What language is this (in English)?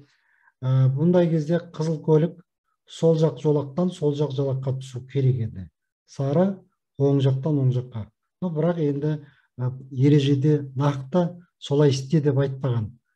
Kazakh